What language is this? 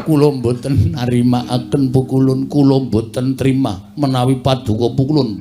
Javanese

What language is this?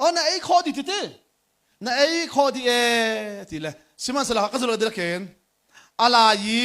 Hakha Chin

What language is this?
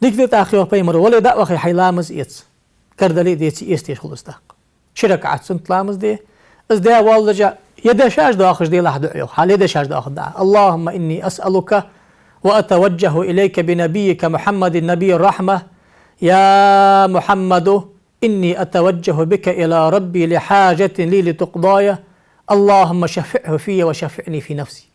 Ingush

